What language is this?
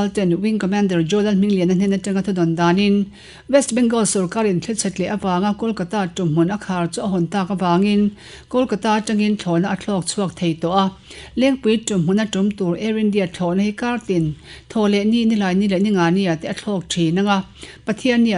Mizo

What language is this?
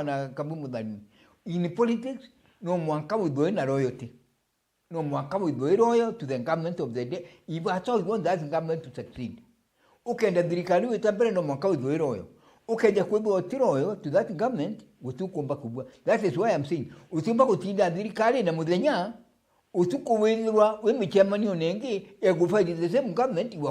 Meru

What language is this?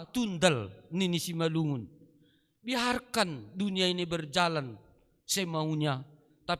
Batak Simalungun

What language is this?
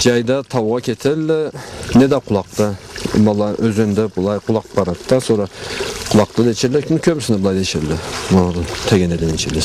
Karachay-Balkar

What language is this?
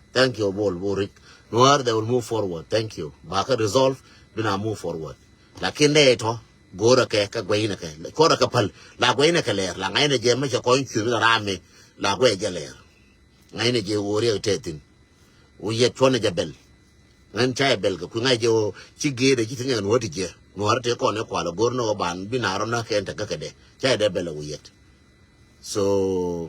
Nuer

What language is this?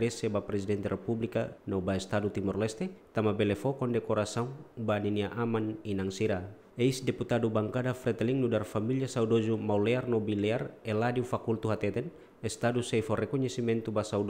Tetum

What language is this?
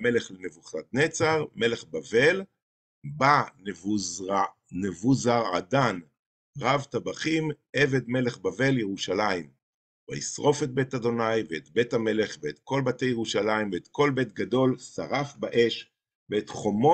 Hebrew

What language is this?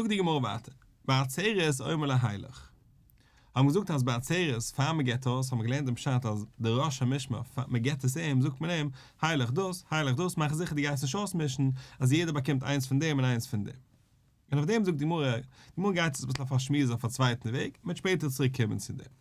Yiddish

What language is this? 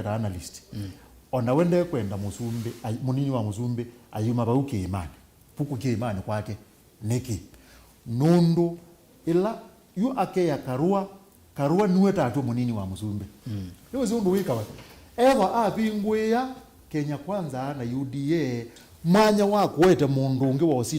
Kamba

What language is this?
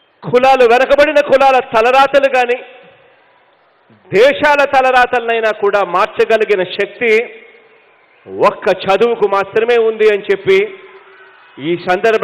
Telugu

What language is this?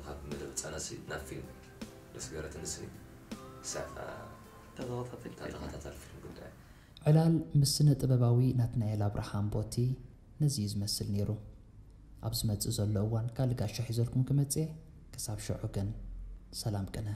Tigrinya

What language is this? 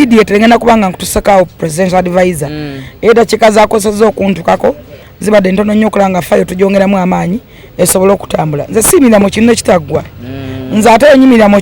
Ganda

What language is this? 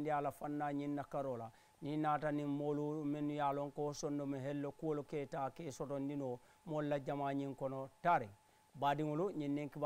Mandingo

